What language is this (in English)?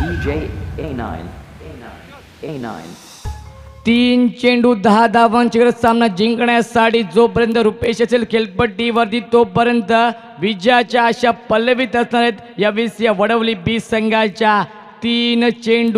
Marathi